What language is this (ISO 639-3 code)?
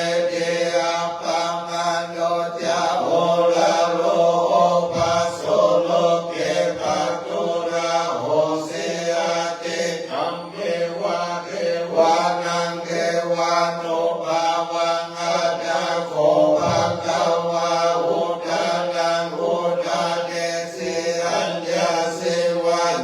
pli